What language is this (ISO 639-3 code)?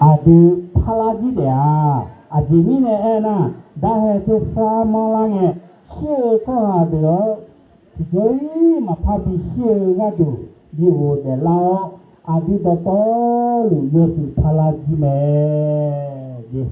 ahk